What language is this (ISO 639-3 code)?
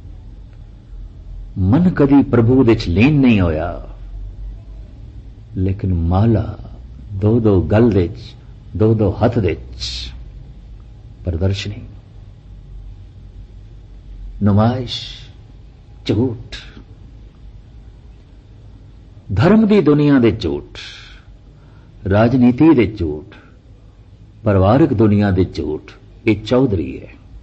pan